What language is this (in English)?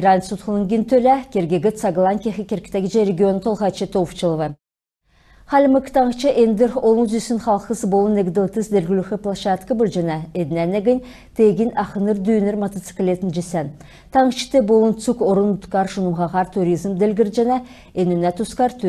Kalmyk